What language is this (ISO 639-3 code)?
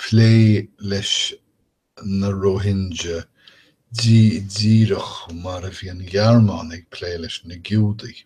gle